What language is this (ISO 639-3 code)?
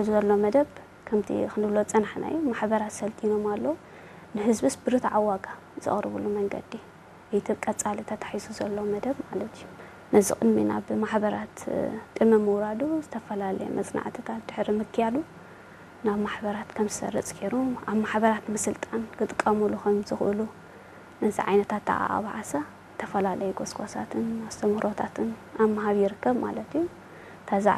tir